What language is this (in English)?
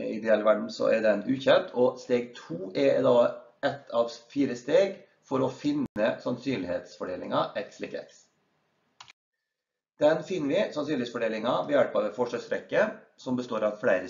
Norwegian